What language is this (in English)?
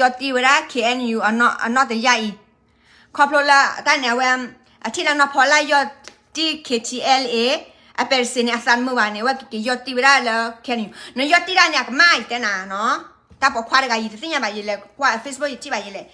S'gaw Karen